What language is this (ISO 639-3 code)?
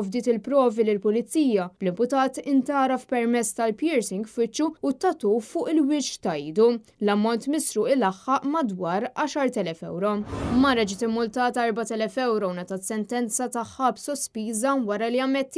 mlt